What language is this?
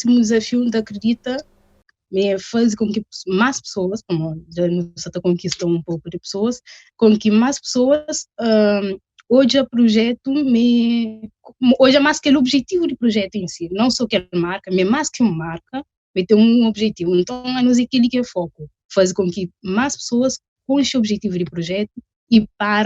Kabuverdianu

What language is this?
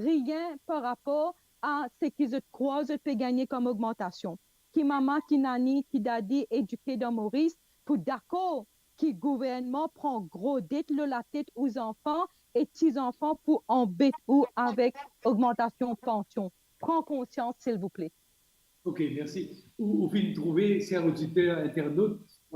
Morisyen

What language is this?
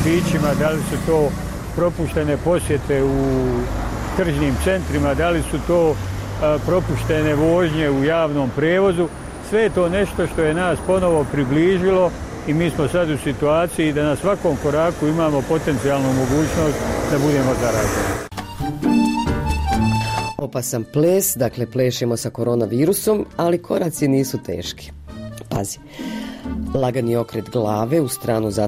Bosnian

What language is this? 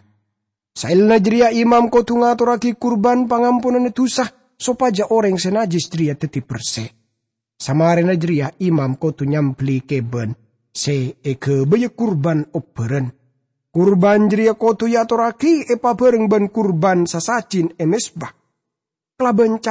Madurese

